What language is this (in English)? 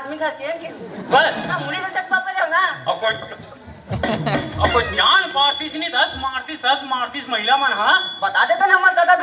Chhattisgarhi